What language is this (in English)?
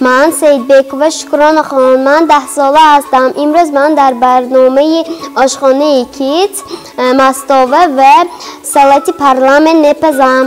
Tajik